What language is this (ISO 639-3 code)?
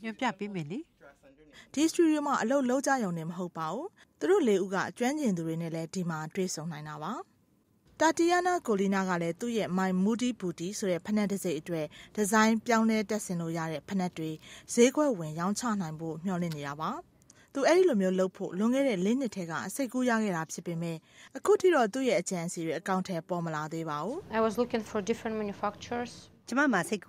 mya